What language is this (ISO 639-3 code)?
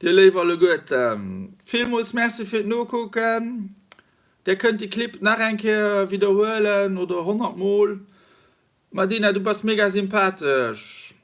ltz